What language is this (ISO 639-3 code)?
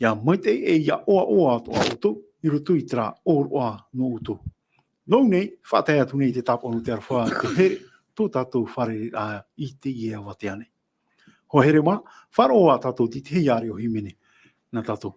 tah